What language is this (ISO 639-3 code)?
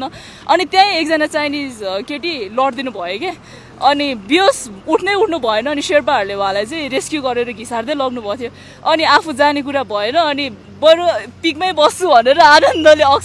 nep